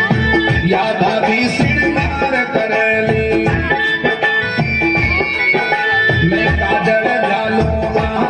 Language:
Bhojpuri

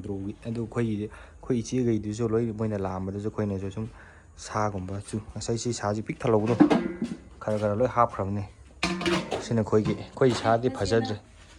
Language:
Manipuri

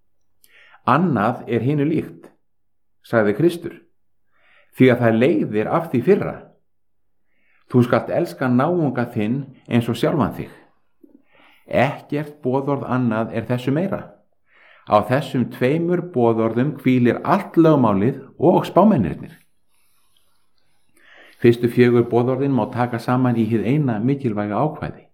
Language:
Icelandic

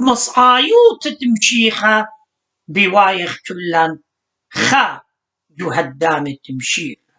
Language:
Assyrian Neo-Aramaic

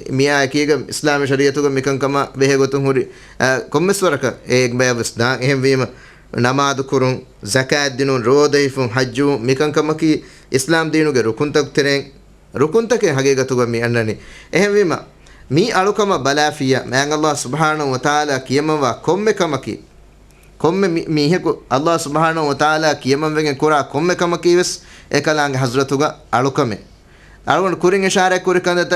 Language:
Divehi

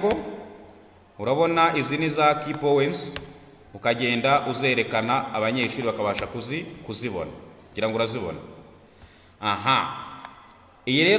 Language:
Kinyarwanda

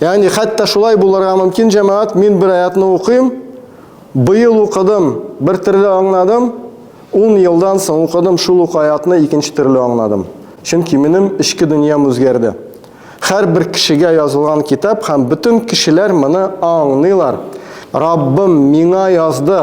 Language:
Tatar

